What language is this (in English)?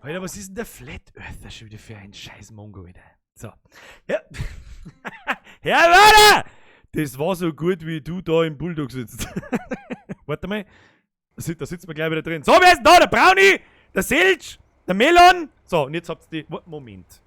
Bavarian